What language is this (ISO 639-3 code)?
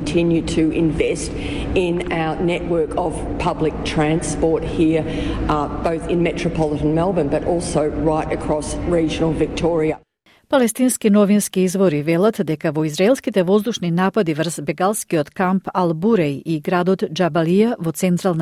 mkd